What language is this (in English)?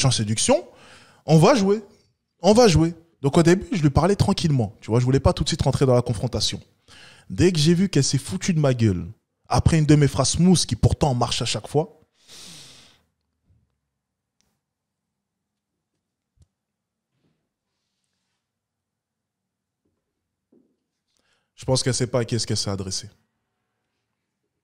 French